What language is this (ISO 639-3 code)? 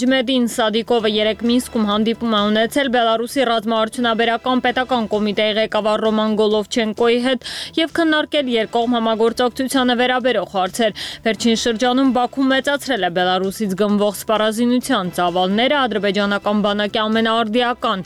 hye